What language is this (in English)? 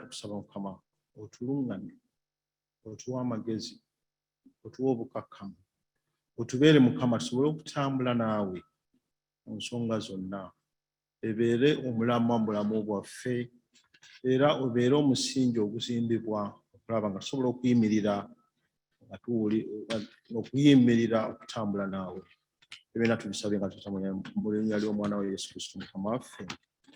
Ganda